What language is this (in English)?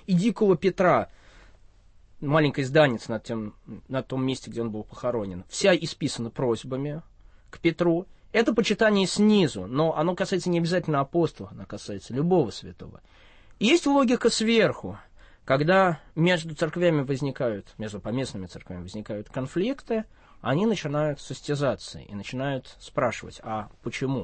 Russian